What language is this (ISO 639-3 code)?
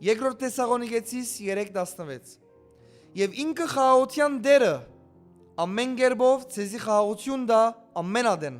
hyw